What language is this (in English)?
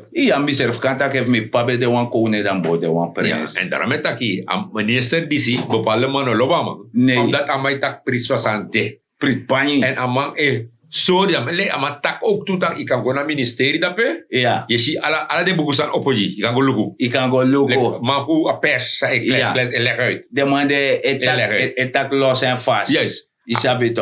Sranan Tongo